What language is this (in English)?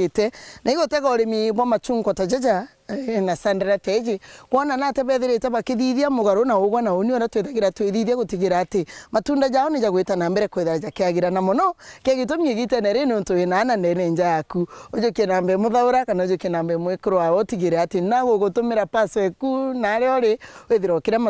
Meru